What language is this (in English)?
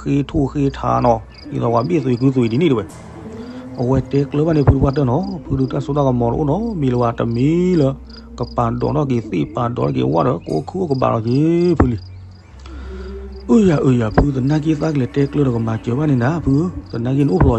S'gaw Karen